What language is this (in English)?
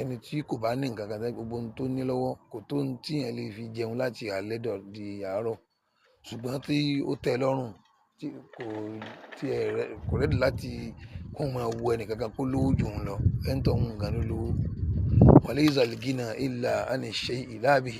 Yoruba